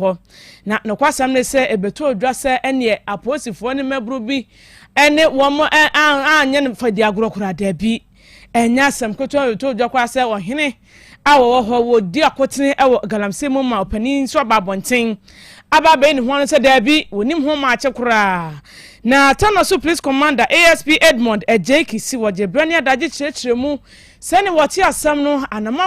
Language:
Akan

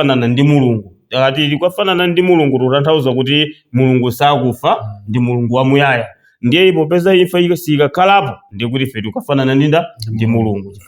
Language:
Nyanja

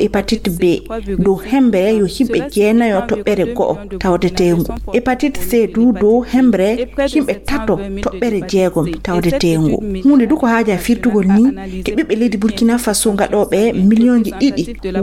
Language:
Fula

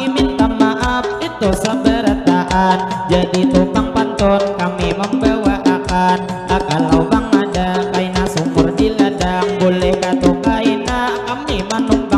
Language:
Banjar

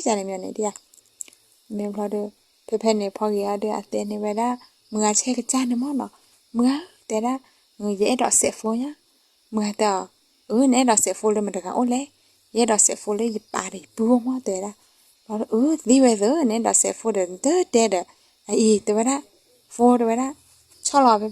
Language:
S'gaw Karen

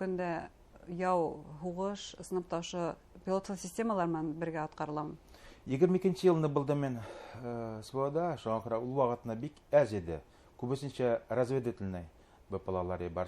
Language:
Bashkir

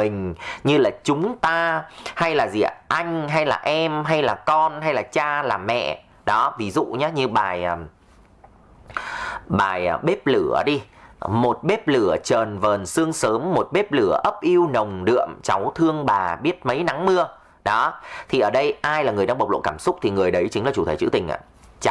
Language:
Vietnamese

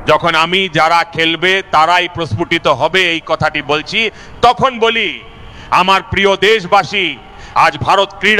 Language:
Bangla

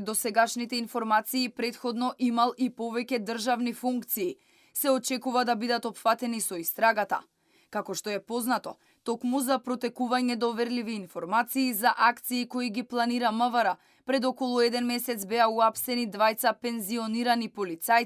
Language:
Macedonian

